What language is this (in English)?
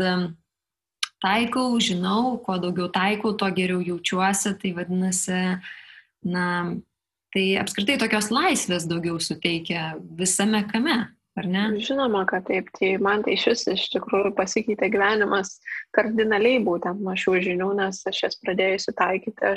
Lithuanian